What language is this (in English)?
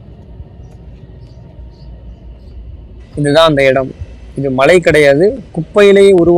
Tamil